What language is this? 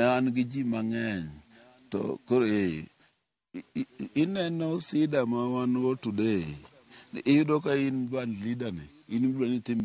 Luo (Kenya and Tanzania)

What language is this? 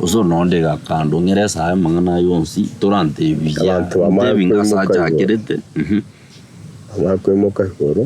Gusii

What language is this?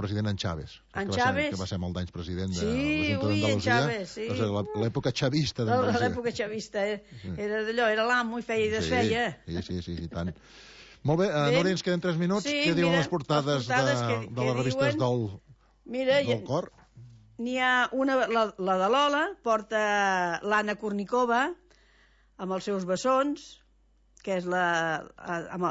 Catalan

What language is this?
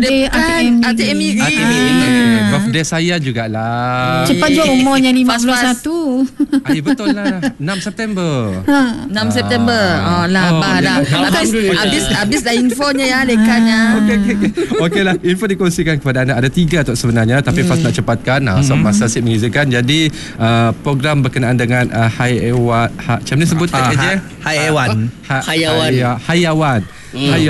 Malay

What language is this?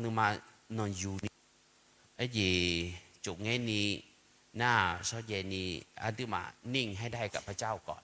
Akha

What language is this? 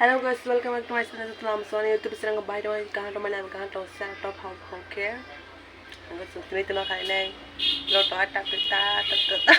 Kok Borok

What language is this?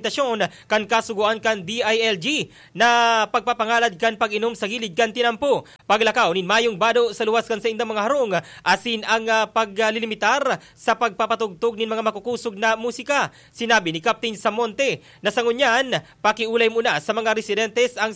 Bikol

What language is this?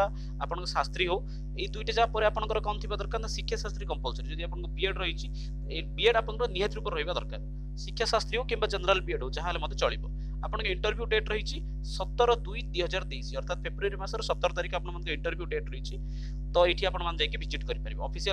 Odia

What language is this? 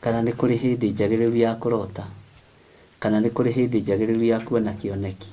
Kikuyu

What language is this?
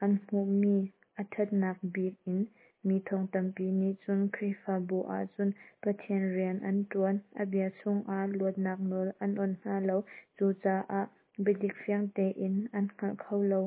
Hakha Chin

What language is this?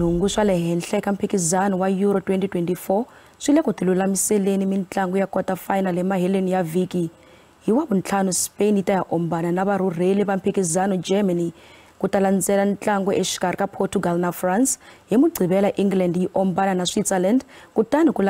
Tsonga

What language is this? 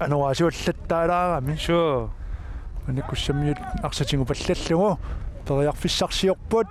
Kalaallisut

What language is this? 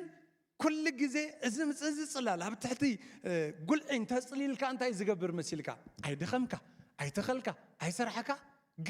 Tigrinya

